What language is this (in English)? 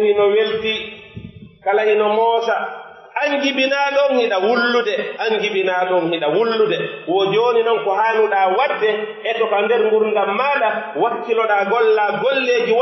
Pular